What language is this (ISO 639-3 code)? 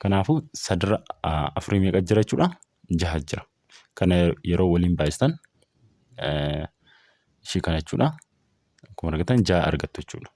orm